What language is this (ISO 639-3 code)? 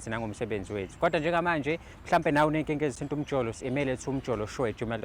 zul